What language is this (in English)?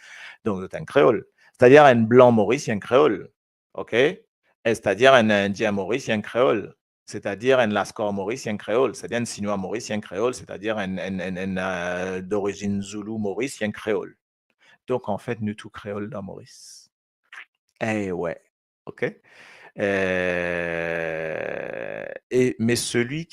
Morisyen